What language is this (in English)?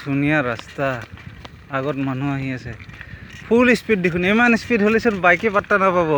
Assamese